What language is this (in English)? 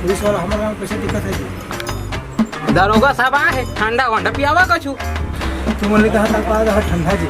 Chhattisgarhi